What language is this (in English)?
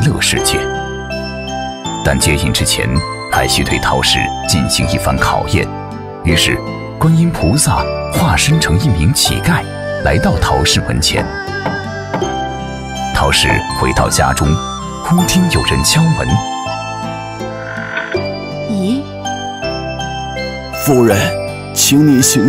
Chinese